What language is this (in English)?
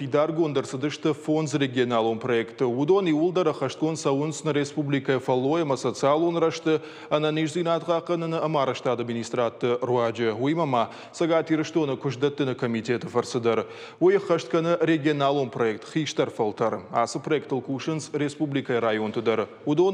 Ossetic